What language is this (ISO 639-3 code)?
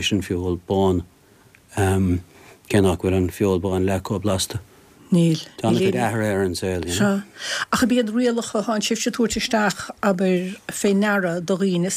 gle